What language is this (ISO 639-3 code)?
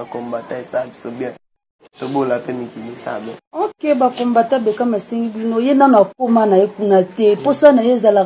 lin